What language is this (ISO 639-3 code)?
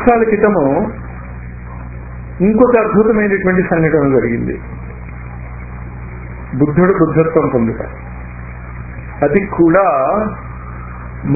tel